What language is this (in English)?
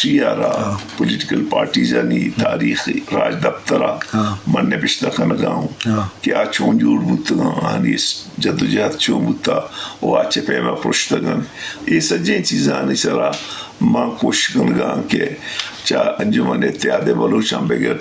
Eastern Balochi